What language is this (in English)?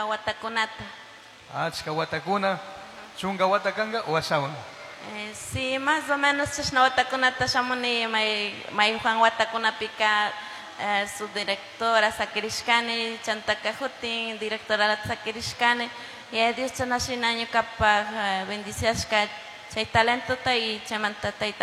Chimborazo Highland Quichua